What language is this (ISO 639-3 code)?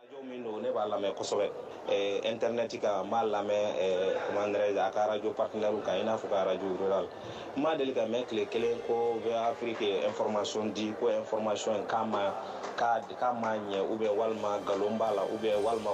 bam